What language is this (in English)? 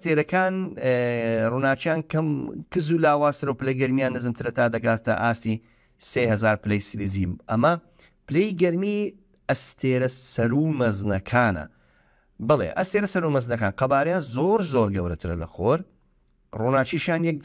Central Kurdish